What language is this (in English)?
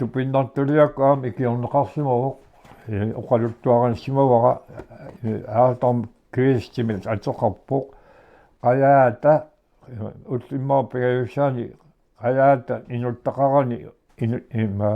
Kalaallisut